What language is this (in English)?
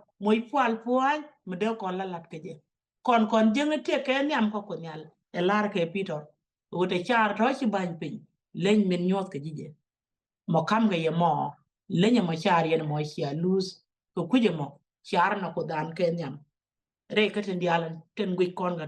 Nuer